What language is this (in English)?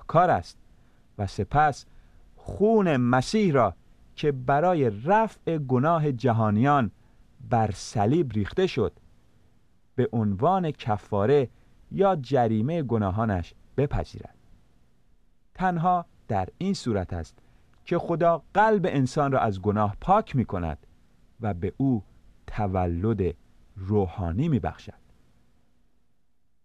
Persian